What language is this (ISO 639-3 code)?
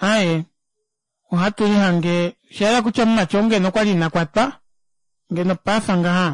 kua